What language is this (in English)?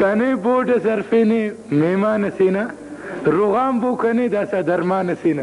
Brahui